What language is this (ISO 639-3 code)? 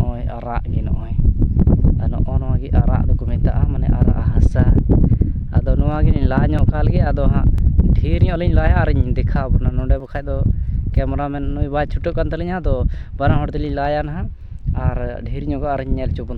sat